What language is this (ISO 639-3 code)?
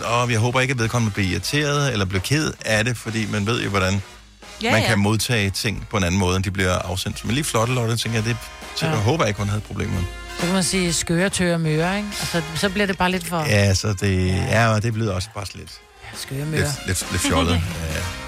dan